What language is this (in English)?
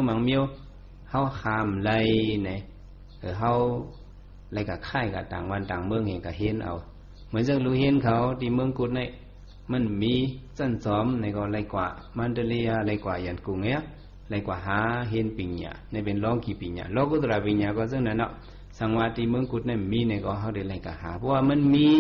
Shan